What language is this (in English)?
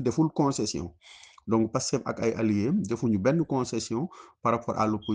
Wolof